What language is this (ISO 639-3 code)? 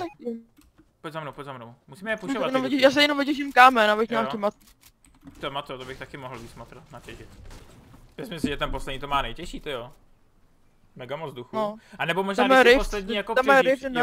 ces